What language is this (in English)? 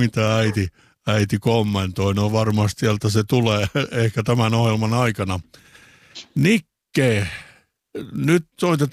Finnish